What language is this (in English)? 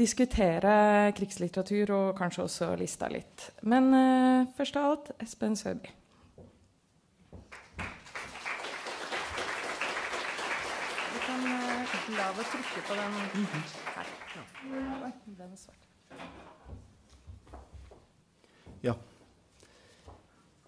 Norwegian